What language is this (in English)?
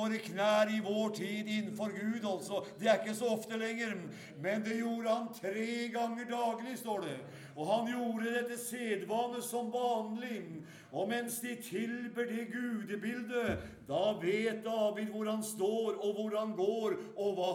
Norwegian